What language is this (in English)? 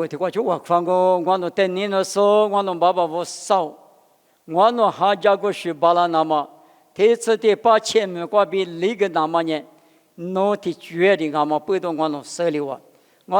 Lisu